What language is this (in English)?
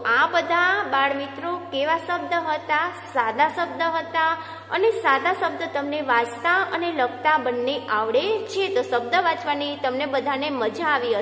Gujarati